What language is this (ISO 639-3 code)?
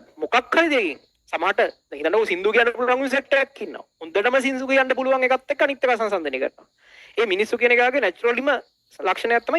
sin